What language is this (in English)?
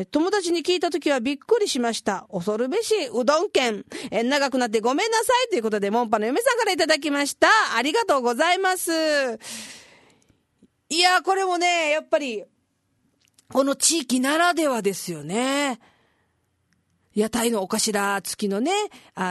Japanese